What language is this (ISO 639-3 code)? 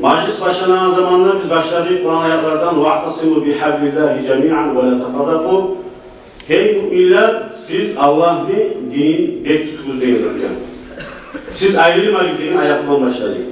kum